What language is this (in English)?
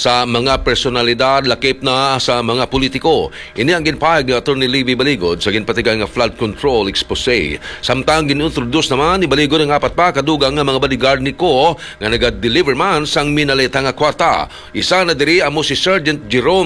Hiligaynon